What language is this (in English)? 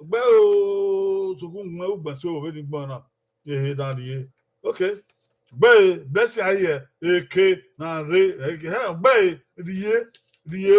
Bini